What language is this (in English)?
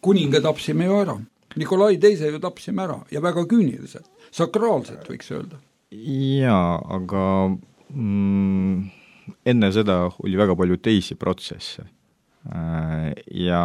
Estonian